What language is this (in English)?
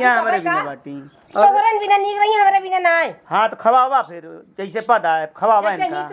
Awadhi